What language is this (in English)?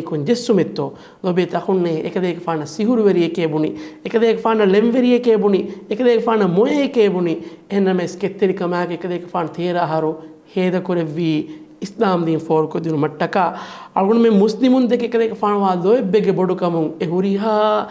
Divehi